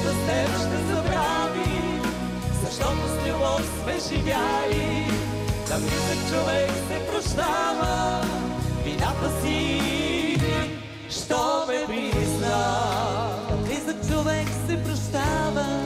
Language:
Bulgarian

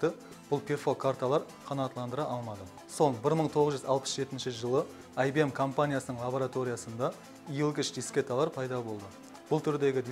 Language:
Kara-Kalpak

